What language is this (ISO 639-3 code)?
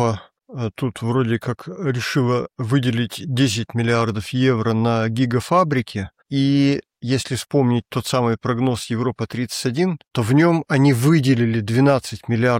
rus